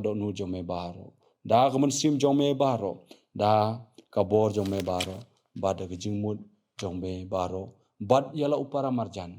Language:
Khasi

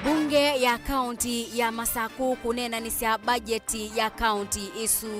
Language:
Kamba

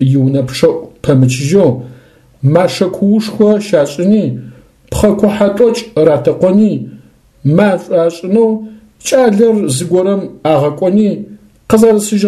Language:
Adyghe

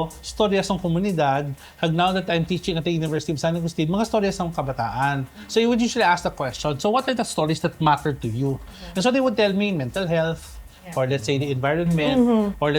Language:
Hiligaynon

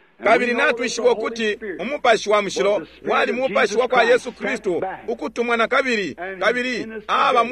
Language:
Bemba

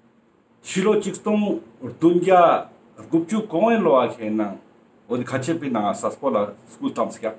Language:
Ladakhi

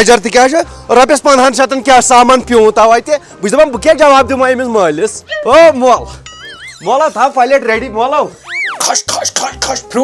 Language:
Kashmiri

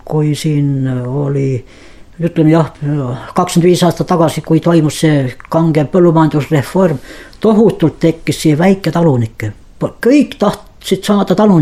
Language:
Estonian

